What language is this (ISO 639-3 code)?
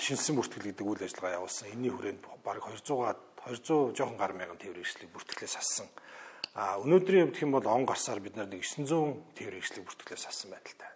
mon